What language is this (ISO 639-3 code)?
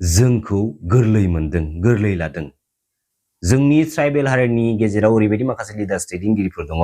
brx